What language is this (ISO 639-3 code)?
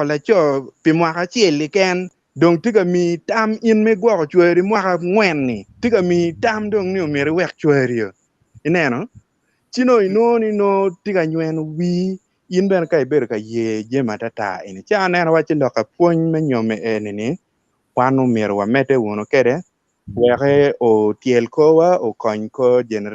ach